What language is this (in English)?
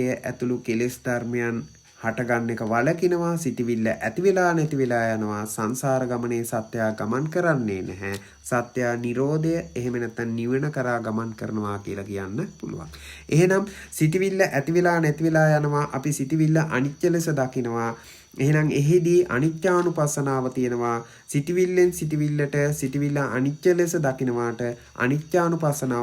Sinhala